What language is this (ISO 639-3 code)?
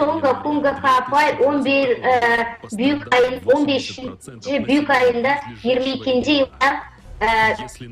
gag